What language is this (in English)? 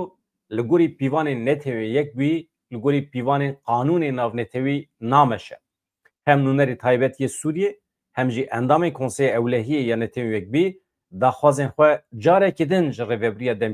Kurdish